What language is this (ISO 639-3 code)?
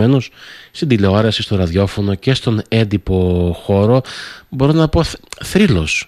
ell